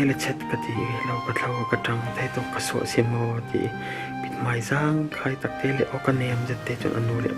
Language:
Falam Chin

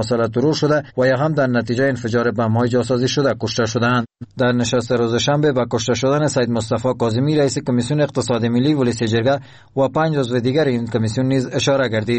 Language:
Persian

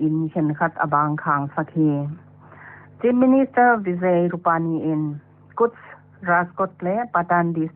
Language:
Paite Chin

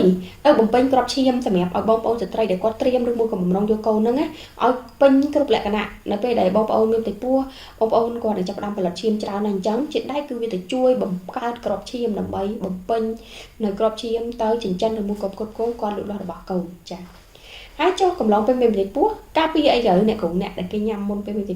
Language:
Khmer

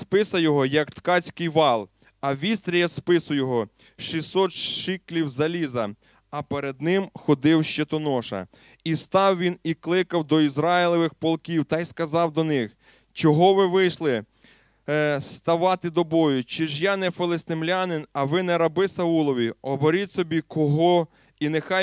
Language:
Ukrainian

